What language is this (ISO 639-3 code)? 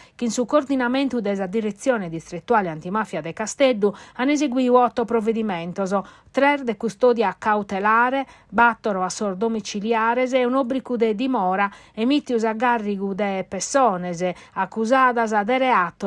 srd